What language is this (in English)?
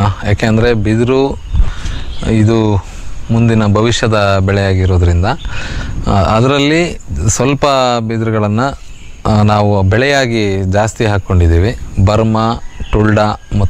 Kannada